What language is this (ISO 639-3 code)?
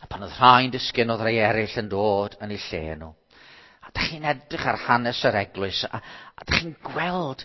cym